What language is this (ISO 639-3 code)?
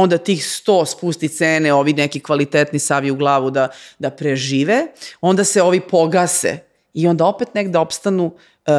srp